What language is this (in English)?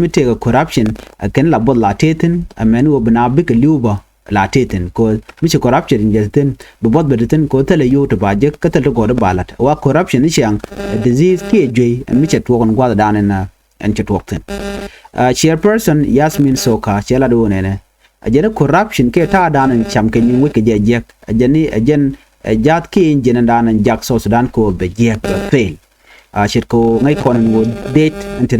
Nuer